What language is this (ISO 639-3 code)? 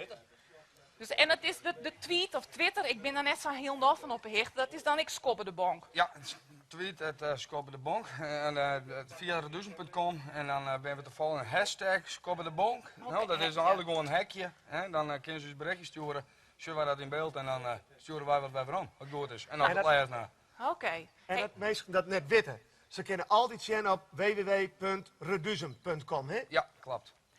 fry